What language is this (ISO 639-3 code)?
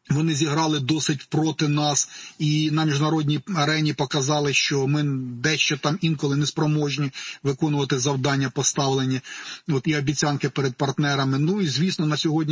ukr